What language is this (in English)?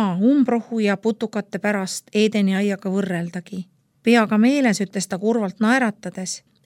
Estonian